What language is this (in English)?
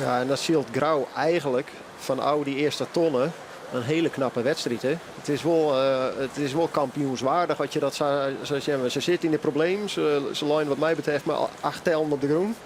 Western Frisian